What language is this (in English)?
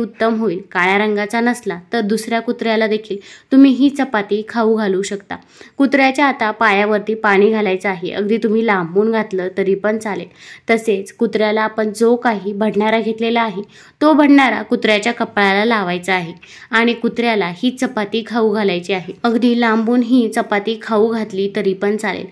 Marathi